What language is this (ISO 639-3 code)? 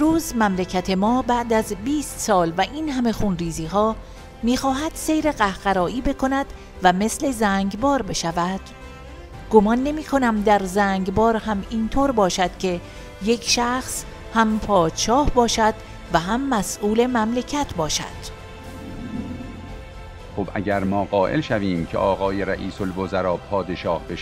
fas